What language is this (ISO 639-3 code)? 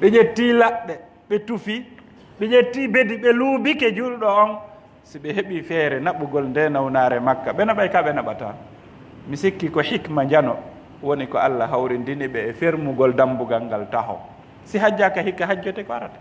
ful